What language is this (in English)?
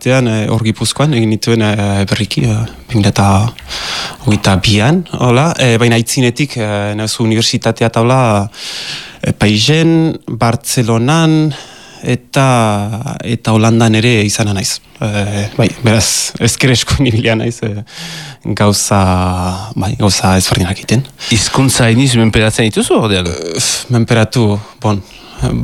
Basque